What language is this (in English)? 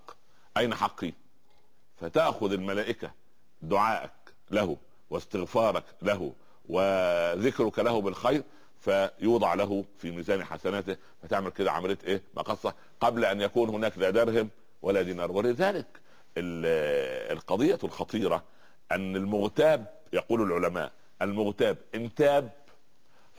Arabic